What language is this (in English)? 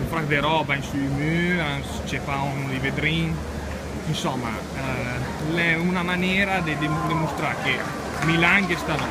Lombard